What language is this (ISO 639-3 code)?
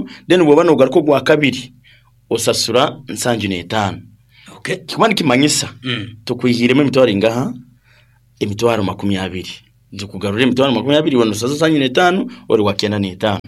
nyn